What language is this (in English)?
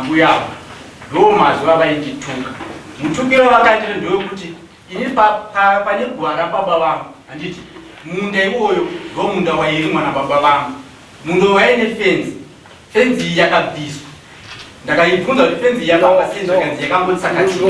Shona